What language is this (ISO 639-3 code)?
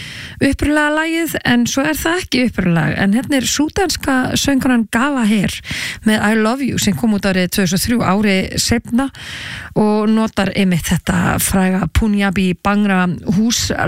isl